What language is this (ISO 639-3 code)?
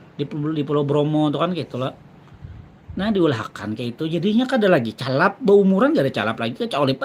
bjn